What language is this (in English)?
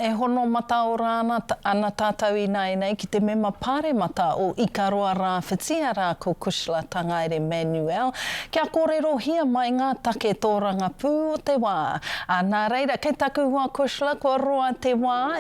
Māori